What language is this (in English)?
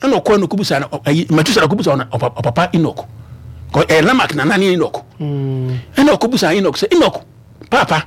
Akan